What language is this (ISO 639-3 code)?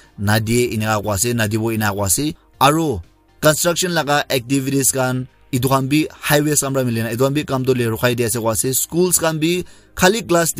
nag